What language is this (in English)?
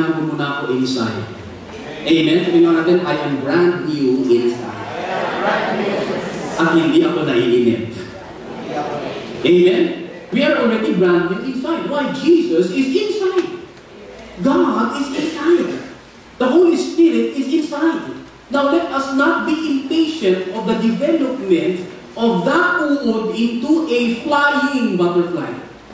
Filipino